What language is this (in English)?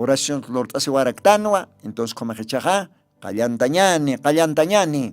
Aymara